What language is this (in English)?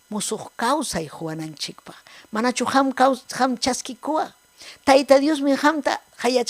Ayacucho Quechua